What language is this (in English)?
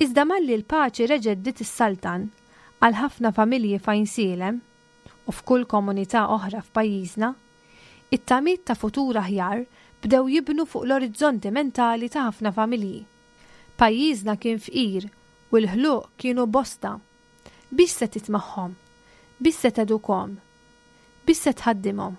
Maltese